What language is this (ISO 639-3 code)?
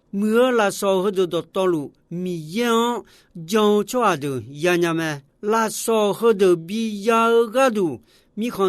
ahk